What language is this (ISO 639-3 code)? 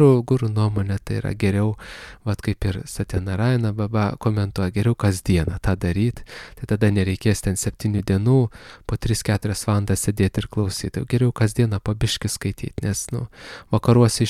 lit